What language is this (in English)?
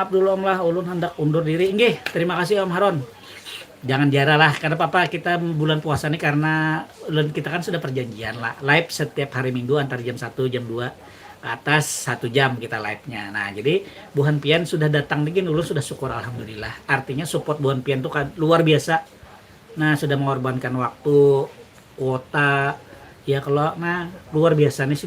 Banjar